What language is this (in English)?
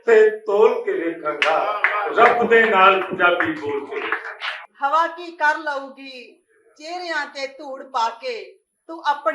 Western Panjabi